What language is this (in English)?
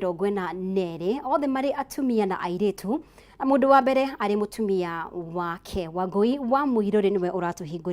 Kikuyu